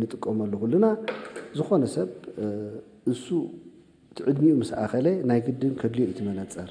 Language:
Tigrinya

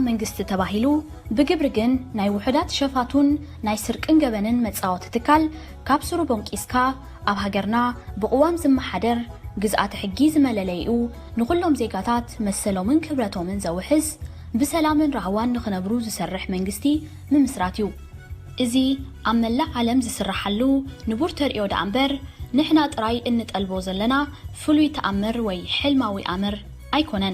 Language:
Tigrinya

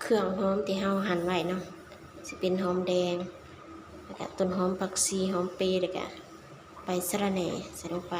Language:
Lao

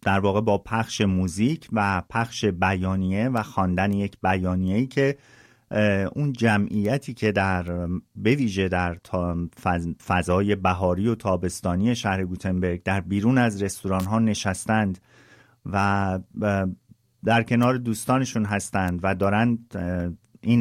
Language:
Persian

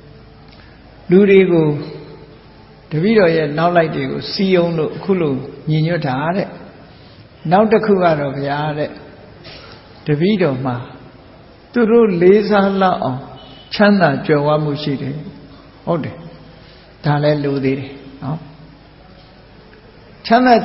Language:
Burmese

